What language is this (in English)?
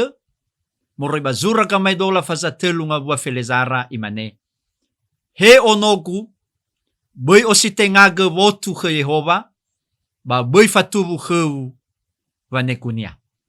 Nias